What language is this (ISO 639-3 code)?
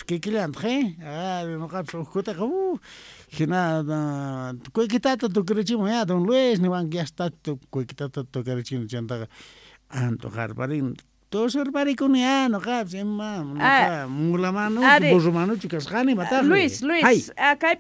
quh